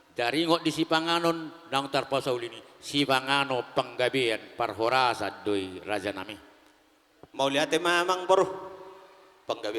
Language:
Batak Toba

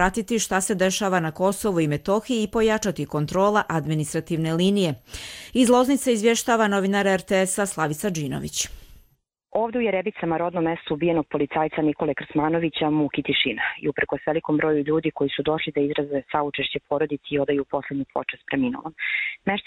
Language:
Croatian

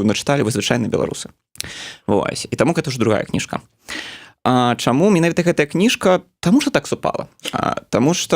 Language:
Belarusian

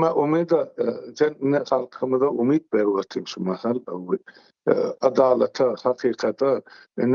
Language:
Turkmen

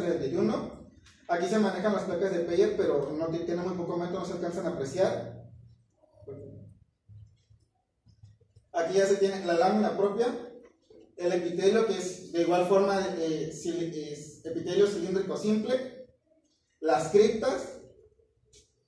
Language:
Spanish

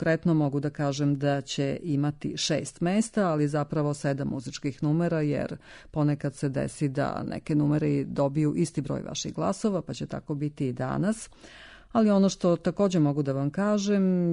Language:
Serbian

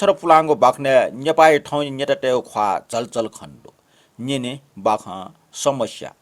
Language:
Newari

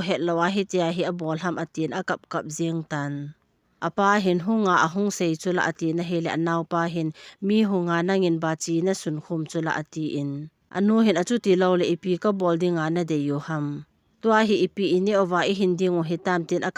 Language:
Thado Chin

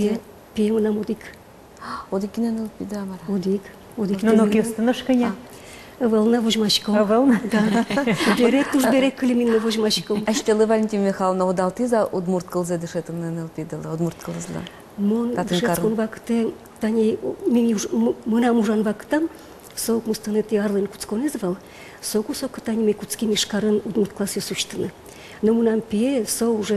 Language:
Udmurt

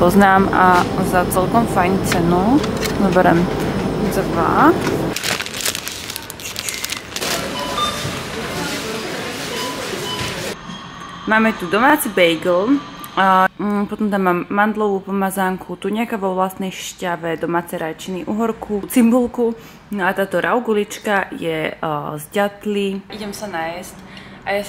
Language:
Slovak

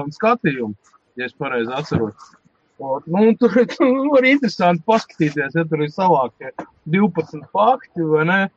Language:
Latvian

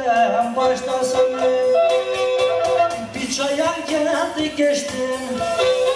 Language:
Turkish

